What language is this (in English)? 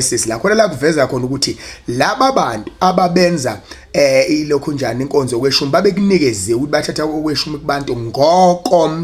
Zulu